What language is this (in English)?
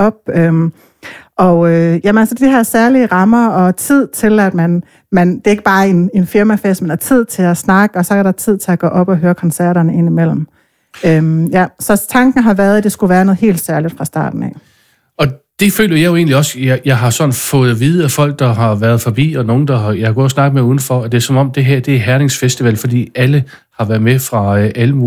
Danish